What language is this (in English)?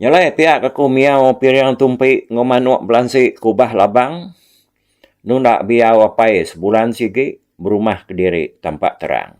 Iban